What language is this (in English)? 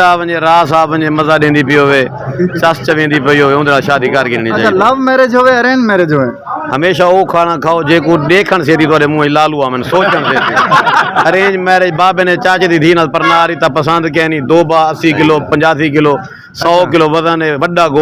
Saraiki